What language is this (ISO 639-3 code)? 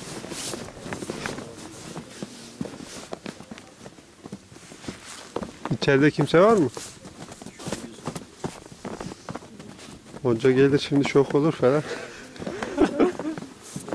tur